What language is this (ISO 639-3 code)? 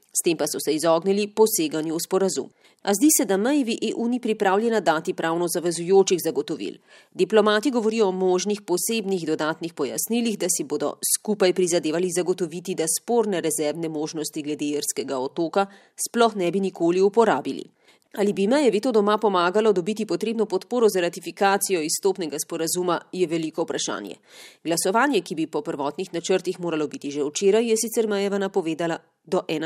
slv